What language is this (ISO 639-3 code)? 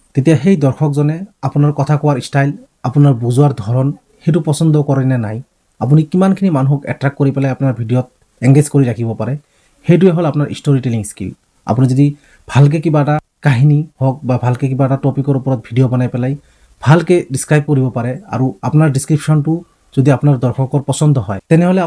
asm